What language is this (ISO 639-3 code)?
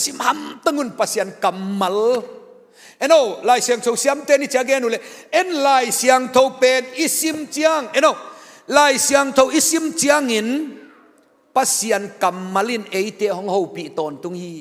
ctd